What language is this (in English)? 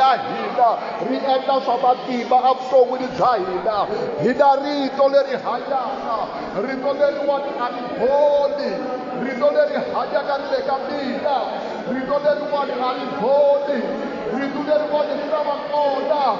Tsonga